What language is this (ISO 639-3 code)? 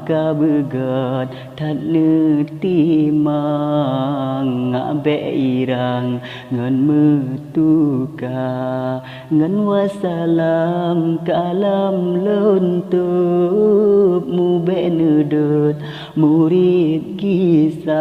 ace